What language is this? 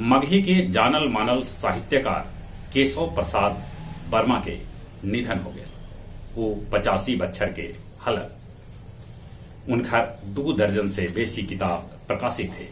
Magahi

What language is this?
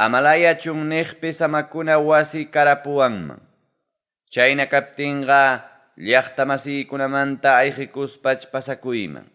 Ayacucho Quechua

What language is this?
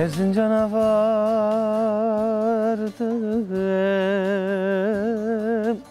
Zaza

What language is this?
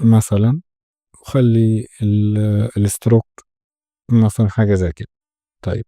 Egyptian Arabic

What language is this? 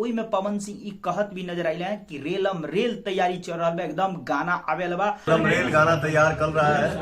Bhojpuri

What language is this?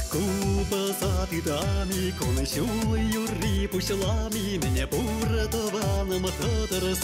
Chuvash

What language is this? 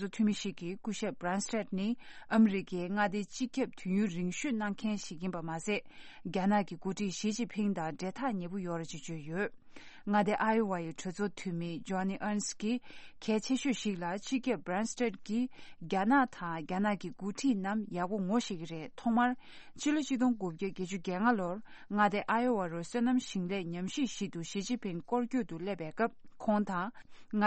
Tibetan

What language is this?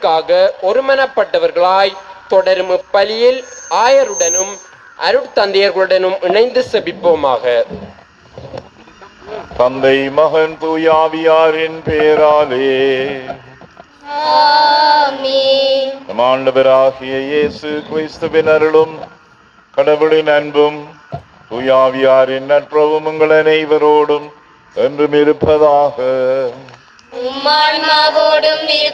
Tamil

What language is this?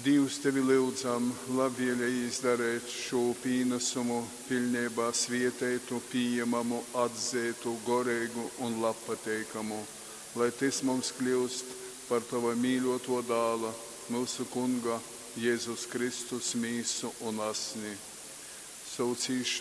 Latgalian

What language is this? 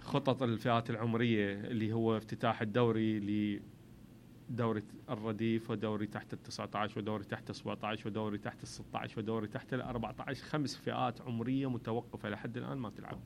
Mesopotamian Arabic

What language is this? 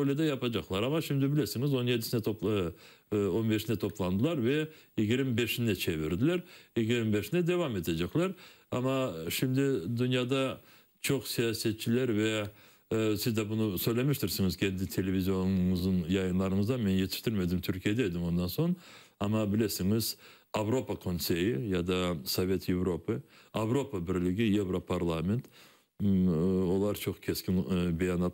Crimean Tatar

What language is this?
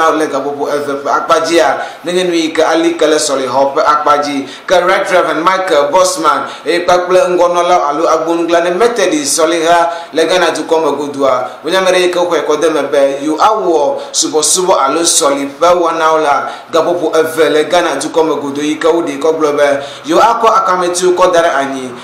Ewe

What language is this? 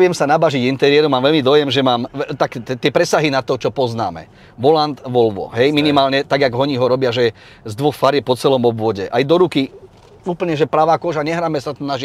Slovak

